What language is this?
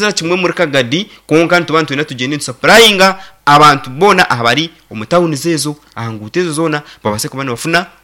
Nyankole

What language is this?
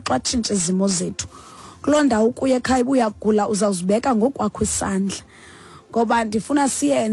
Xhosa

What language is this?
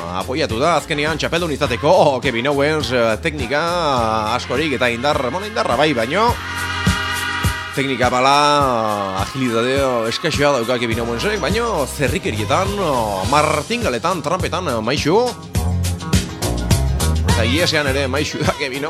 Basque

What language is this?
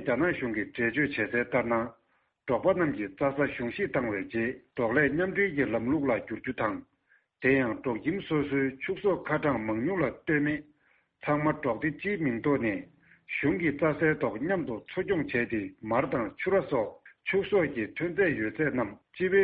Tibetan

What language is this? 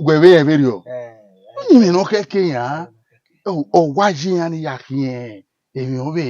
Bini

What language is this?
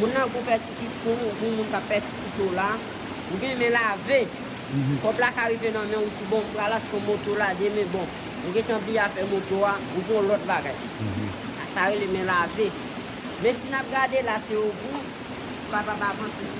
Haitian Creole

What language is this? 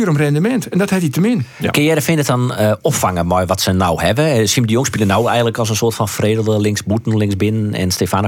Western Frisian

